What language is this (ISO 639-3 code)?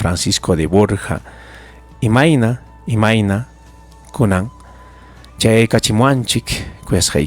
quy